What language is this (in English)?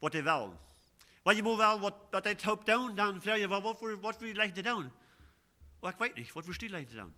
Plautdietsch